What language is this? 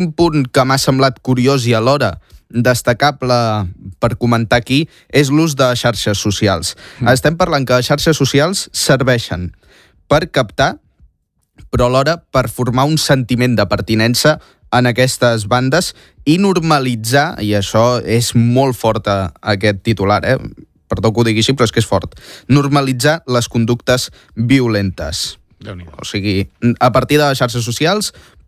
Catalan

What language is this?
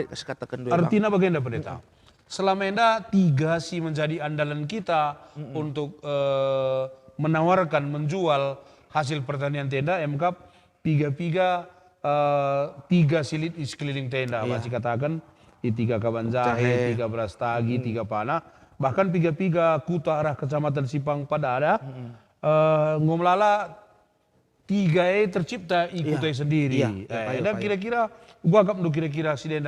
Batak Karo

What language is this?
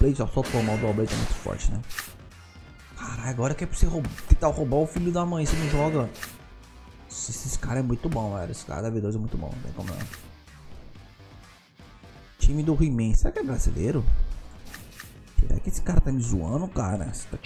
Portuguese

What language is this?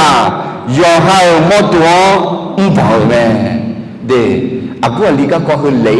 Akha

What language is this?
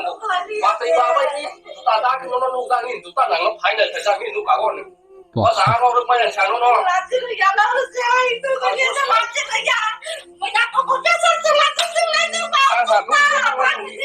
Kok Borok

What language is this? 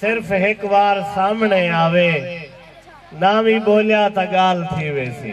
Saraiki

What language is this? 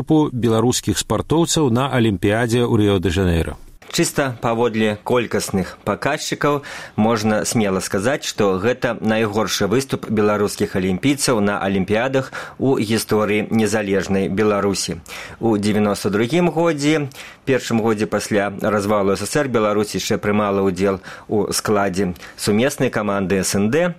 Belarusian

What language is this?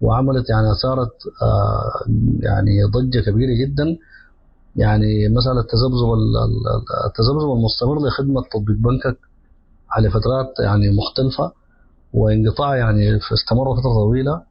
Sudanese Arabic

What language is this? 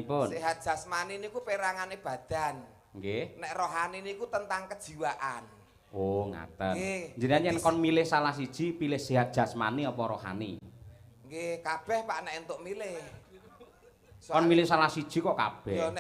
Javanese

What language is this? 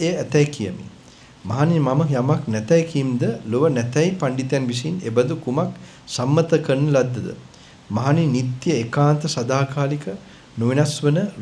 Sinhala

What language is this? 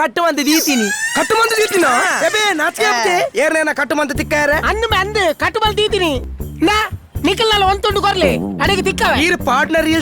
Tulu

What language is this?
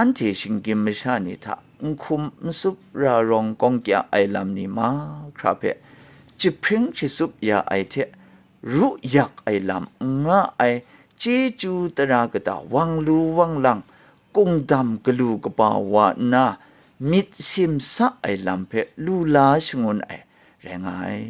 Kachin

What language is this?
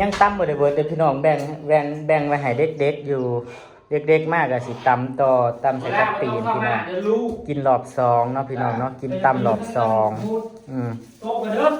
Northeastern Thai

